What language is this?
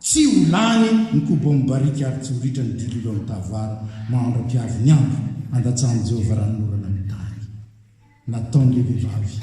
Malagasy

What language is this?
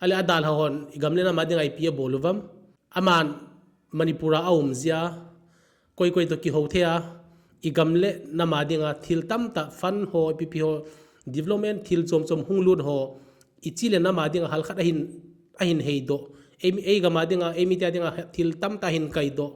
Thado Chin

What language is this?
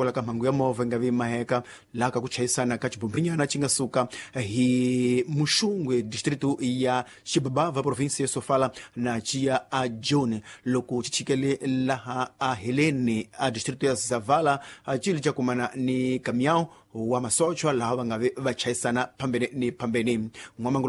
Tsonga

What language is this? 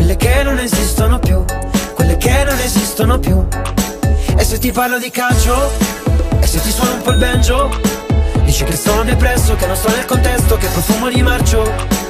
Italian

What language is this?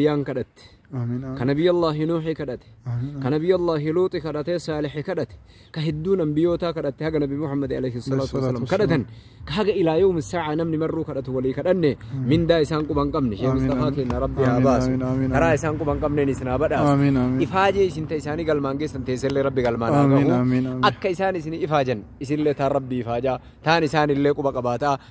Oromo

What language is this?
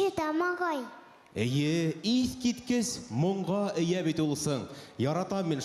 Bashkir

